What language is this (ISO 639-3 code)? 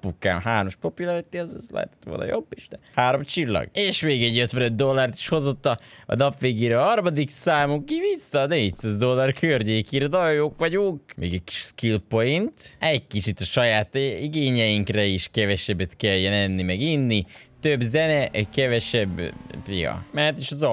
hun